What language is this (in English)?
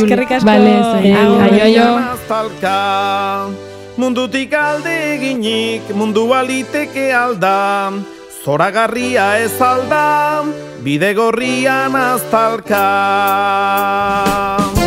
Basque